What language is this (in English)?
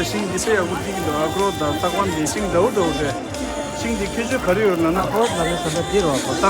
Tibetan